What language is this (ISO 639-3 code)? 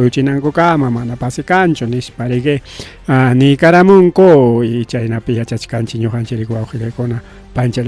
quy